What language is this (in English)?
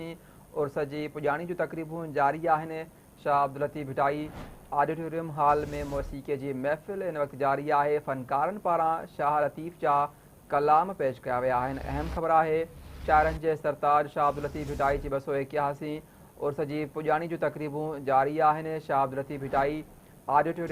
Sindhi